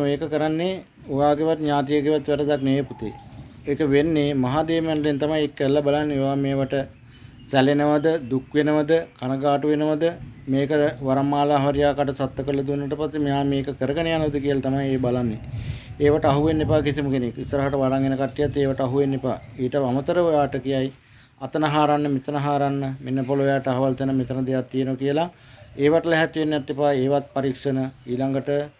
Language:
Sinhala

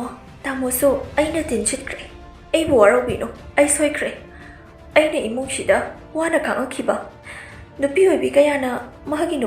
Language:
Manipuri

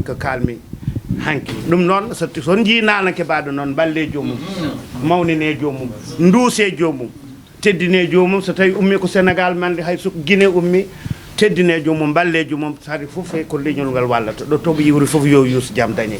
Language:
Fula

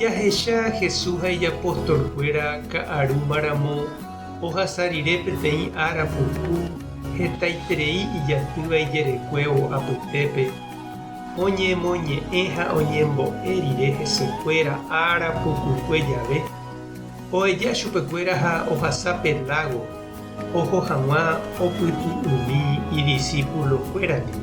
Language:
Guarani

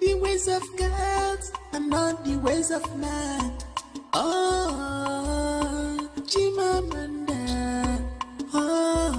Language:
Ewe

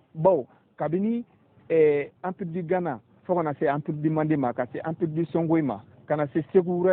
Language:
Bambara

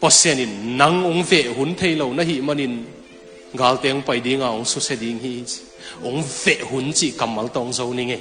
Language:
Tedim Chin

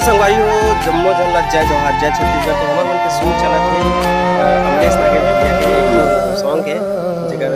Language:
Chhattisgarhi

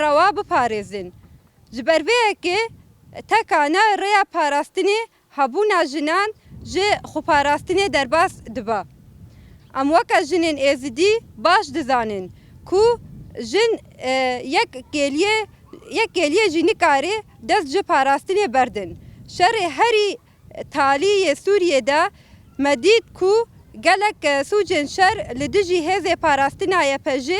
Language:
Kurdish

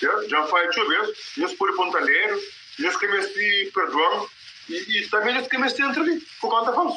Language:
Kabuverdianu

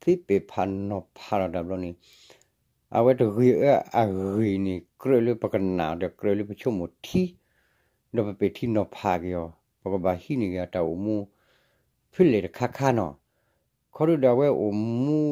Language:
S'gaw Karen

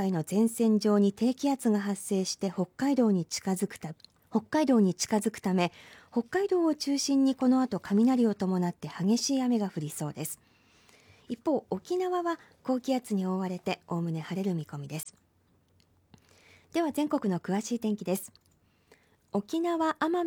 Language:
Japanese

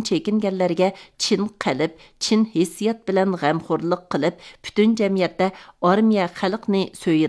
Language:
Uyghur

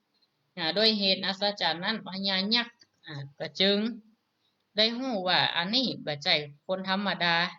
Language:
Northern Thai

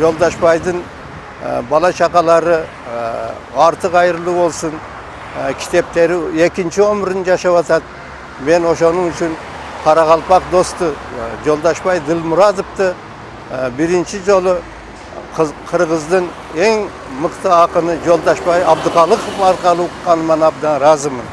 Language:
Kara-Kalpak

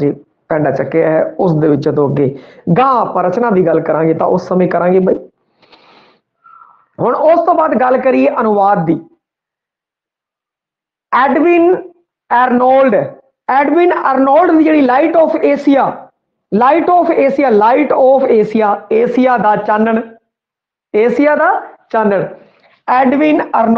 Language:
Punjabi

